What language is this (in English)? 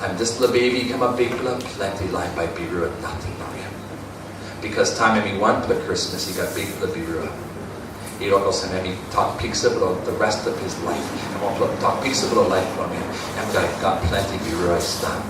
Tok Pisin